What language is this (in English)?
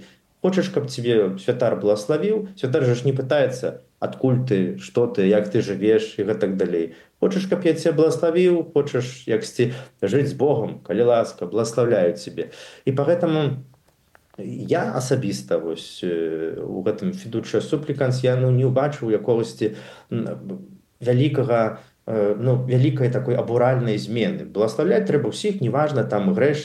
Belarusian